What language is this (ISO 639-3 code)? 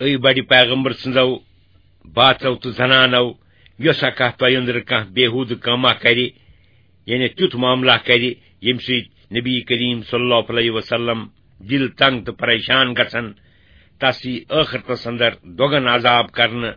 kas